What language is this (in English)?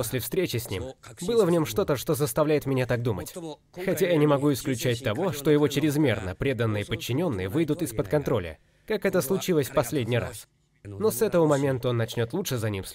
Russian